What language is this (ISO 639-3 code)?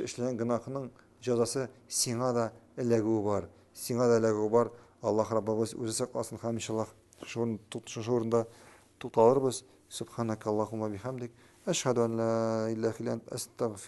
tat